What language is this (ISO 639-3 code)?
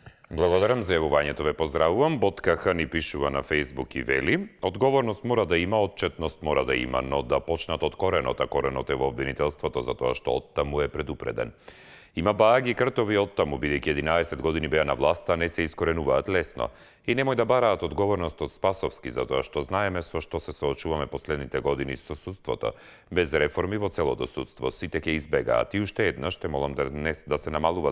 mkd